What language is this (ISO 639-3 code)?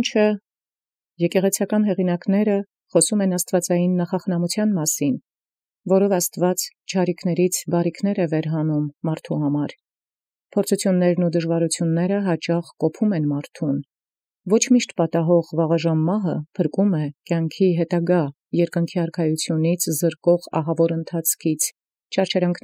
hye